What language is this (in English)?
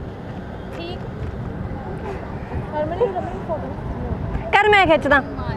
Punjabi